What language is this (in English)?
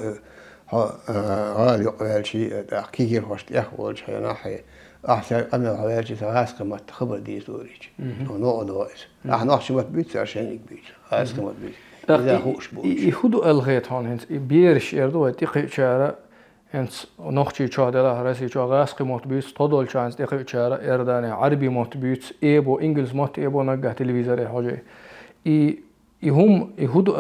Chechen